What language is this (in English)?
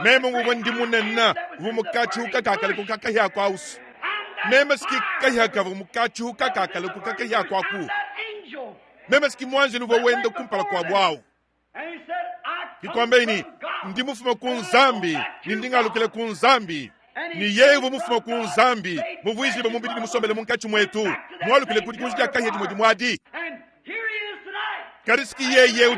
Luba-Lulua